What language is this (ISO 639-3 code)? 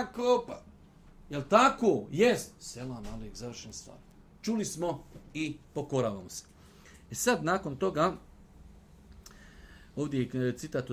bos